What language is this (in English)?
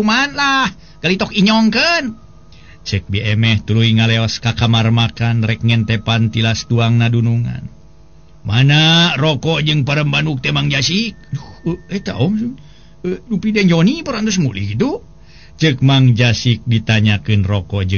Sundanese